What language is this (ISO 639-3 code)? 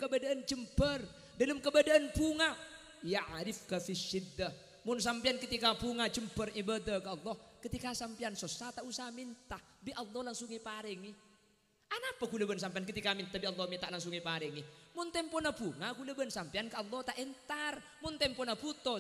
mad